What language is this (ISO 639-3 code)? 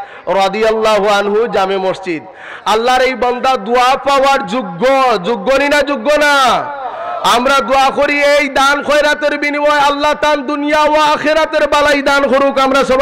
syl